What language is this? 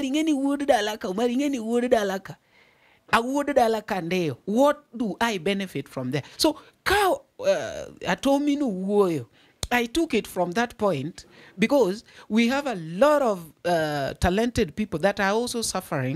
Luo (Kenya and Tanzania)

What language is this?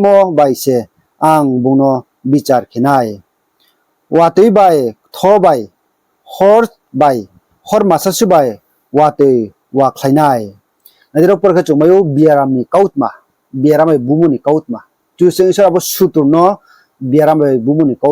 Riang (India)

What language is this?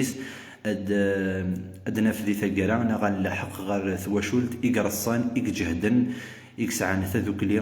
Kabyle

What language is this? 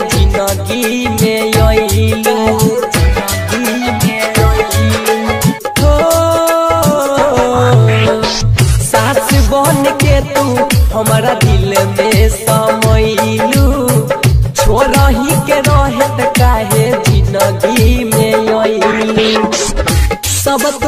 Bhojpuri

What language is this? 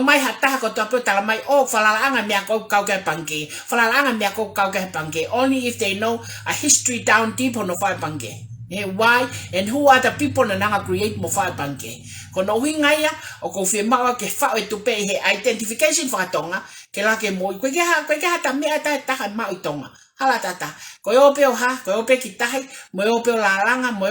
Tongan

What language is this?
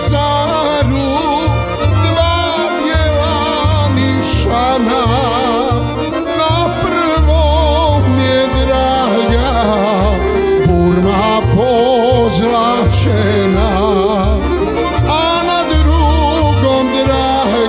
Bosnian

